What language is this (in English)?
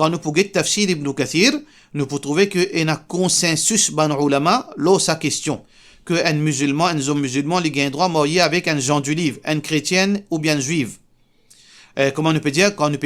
Morisyen